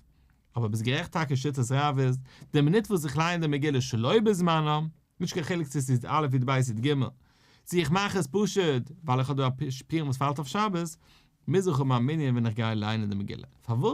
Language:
Yiddish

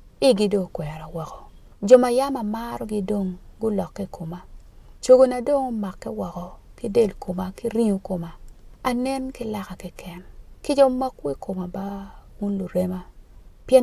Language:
Acoli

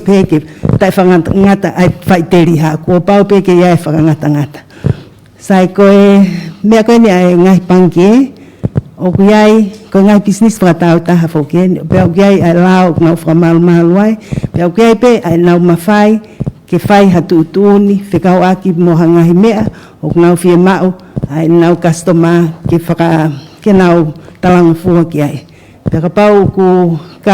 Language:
Tongan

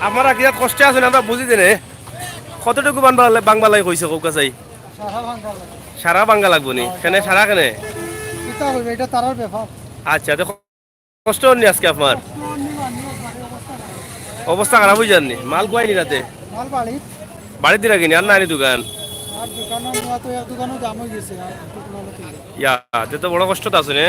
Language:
Sylheti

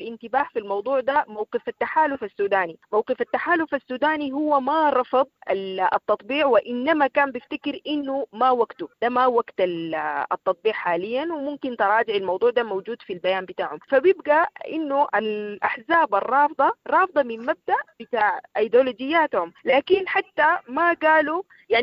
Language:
Sudanese Arabic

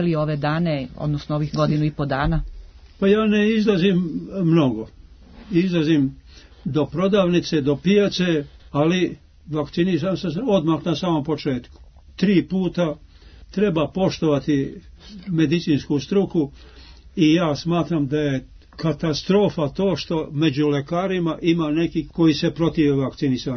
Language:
Serbian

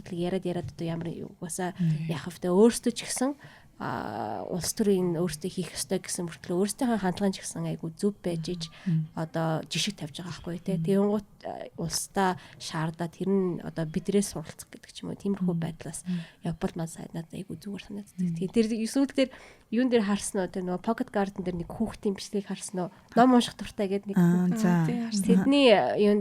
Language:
Mongolian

